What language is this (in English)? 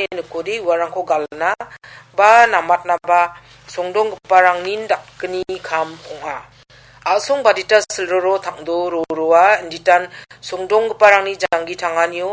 Garo